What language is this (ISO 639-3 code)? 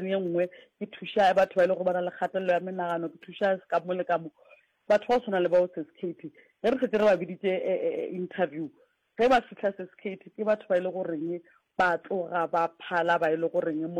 nso